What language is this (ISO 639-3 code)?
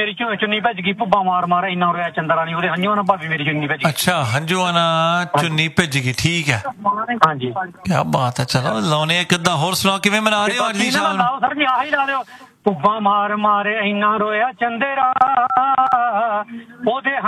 pan